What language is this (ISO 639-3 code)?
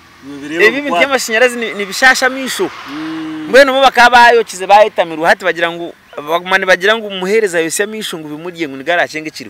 nyn